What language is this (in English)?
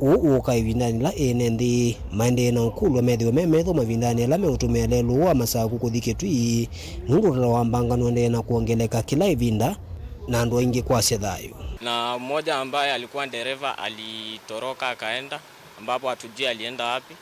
Kamba